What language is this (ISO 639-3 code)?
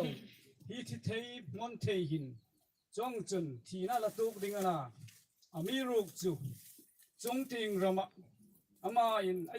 hmr